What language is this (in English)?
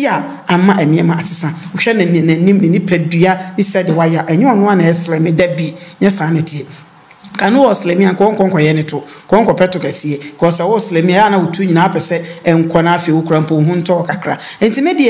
Akan